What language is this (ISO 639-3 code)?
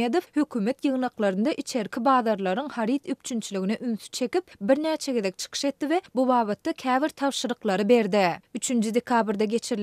tuk